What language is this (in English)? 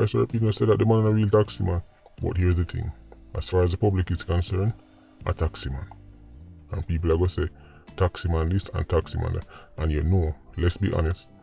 Jamaican Creole English